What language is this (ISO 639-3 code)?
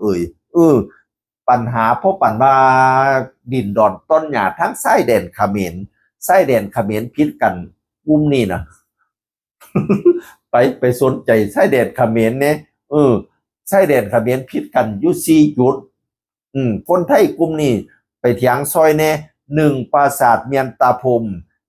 tts